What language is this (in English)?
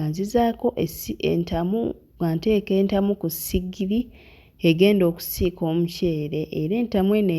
Ganda